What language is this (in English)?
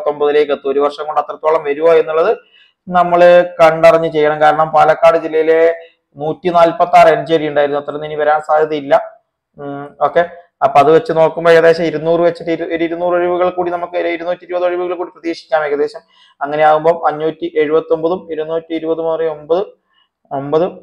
Malayalam